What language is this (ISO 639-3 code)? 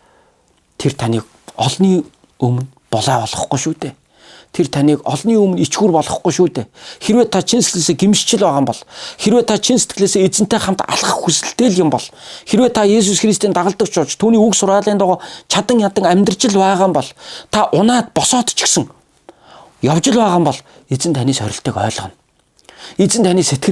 mon